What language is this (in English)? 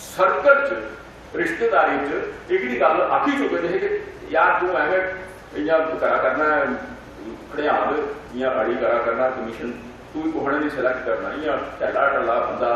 Dogri